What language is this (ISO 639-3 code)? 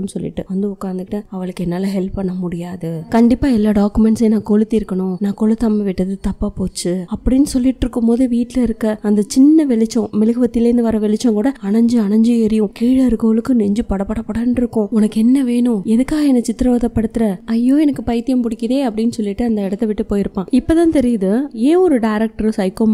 tam